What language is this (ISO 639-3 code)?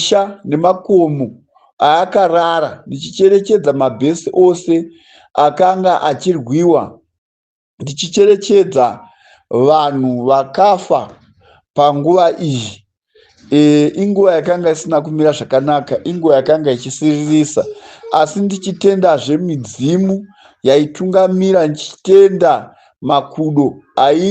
sna